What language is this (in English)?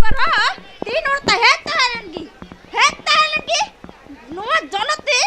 Santali